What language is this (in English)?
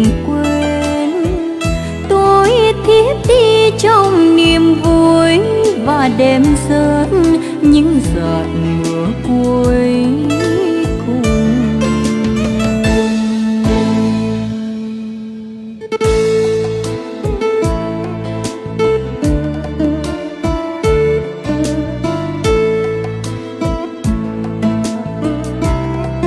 Vietnamese